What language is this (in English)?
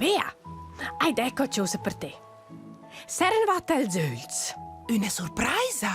Romansh